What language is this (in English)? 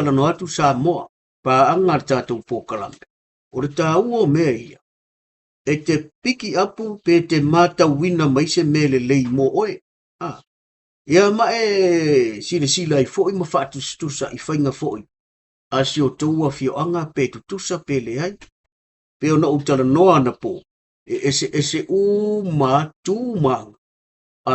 Samoan